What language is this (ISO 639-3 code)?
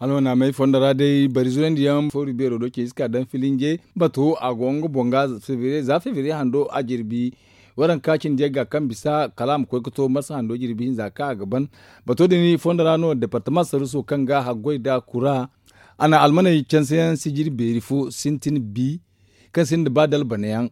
dje